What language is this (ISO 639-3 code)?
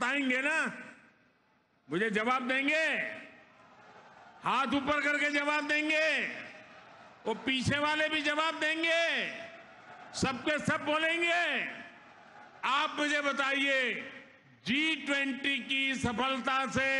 hin